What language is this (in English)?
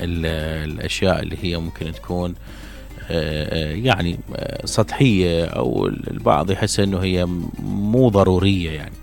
Mesopotamian Arabic